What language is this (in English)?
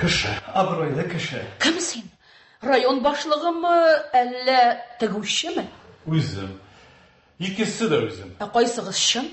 Tatar